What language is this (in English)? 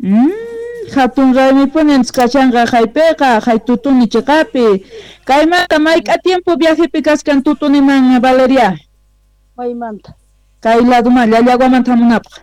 South Bolivian Quechua